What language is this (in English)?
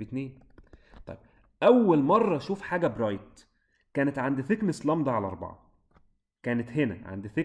Egyptian Arabic